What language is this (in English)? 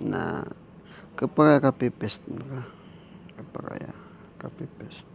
Maranao